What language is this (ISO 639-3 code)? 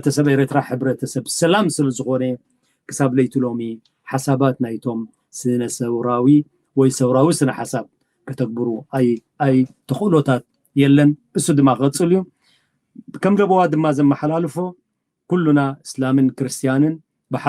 tir